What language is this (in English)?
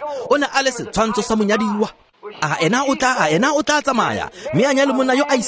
Tswana